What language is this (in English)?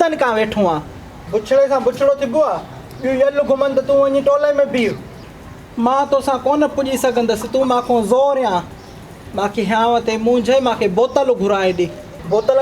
Sindhi